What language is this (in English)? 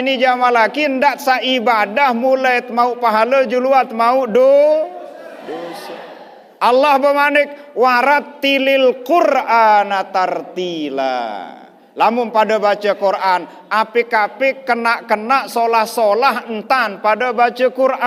Sasak